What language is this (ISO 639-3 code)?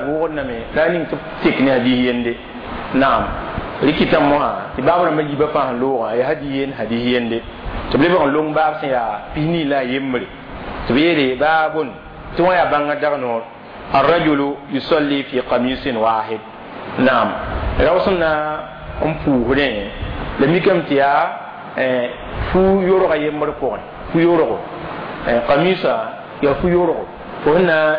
mos